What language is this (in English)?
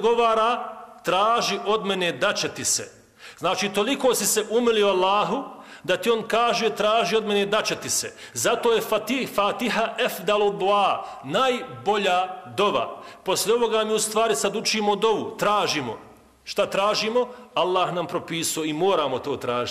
Bosnian